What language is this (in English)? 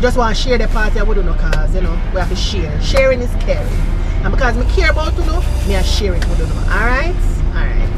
Jamaican Creole English